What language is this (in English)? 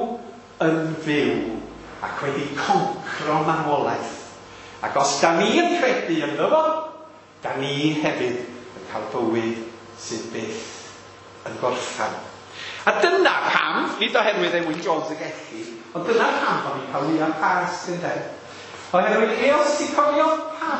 Welsh